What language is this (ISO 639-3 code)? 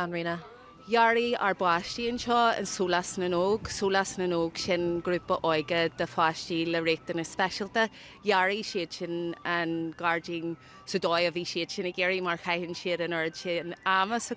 gle